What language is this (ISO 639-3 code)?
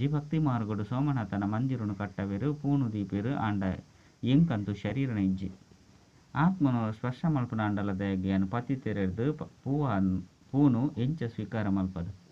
tcy